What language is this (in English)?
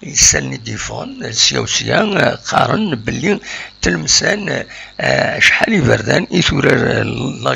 Kabyle